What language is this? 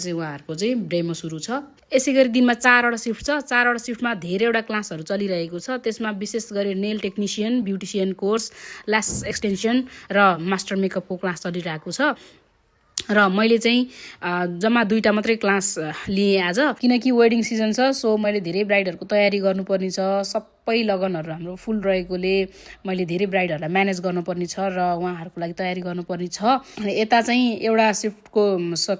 Nepali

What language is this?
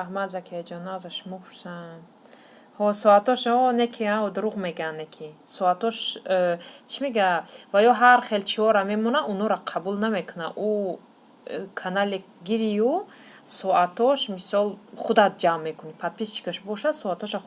Tajik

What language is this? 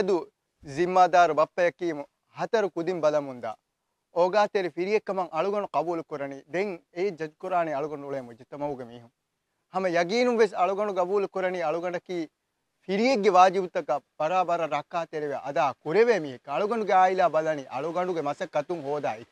Divehi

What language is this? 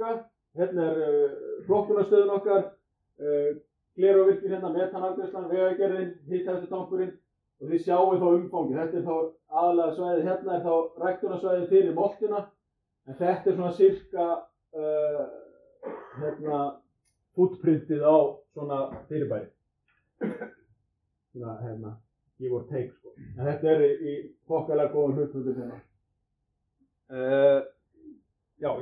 Icelandic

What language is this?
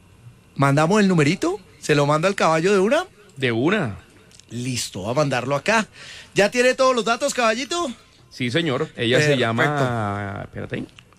Spanish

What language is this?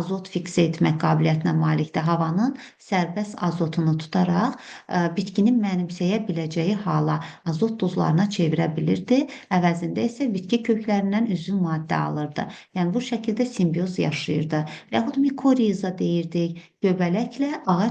Azerbaijani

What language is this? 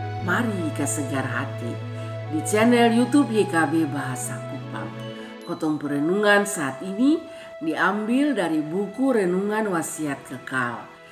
Kupang Malay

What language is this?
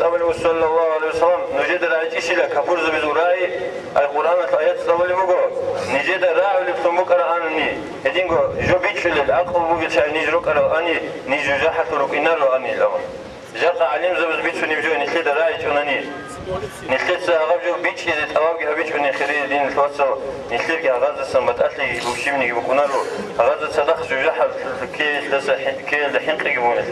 Avaric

